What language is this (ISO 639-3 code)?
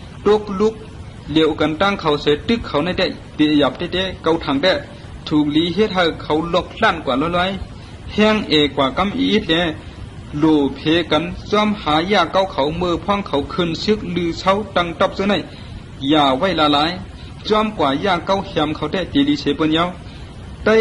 shn